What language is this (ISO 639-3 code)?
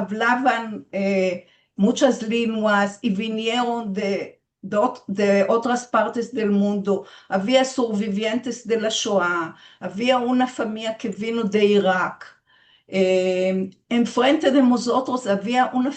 lad